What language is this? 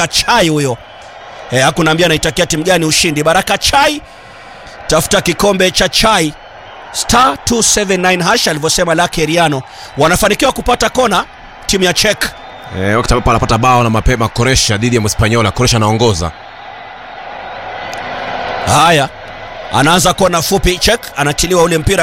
Swahili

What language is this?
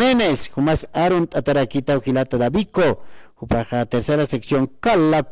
Aymara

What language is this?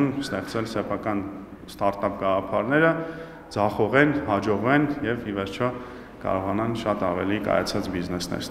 Armenian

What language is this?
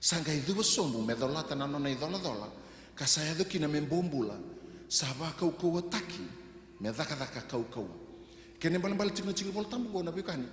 Fijian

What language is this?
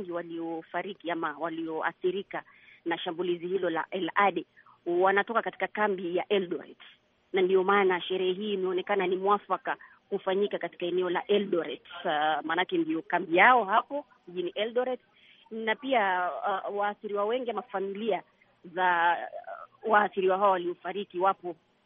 Swahili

